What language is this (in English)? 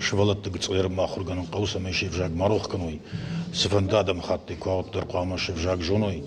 Ossetic